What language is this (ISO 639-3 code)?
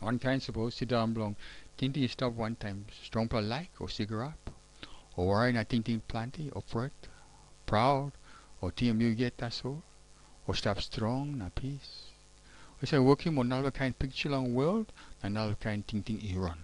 tpi